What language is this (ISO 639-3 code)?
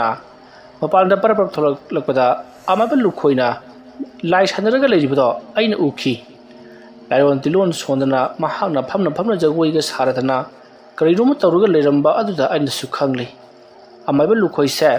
mni